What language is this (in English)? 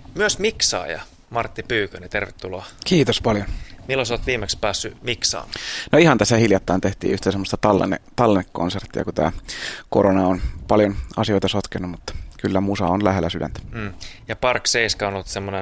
Finnish